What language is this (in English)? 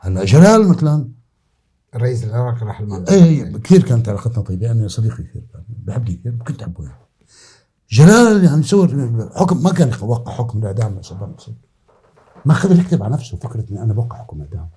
North Levantine Arabic